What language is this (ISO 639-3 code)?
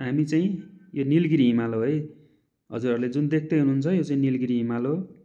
nep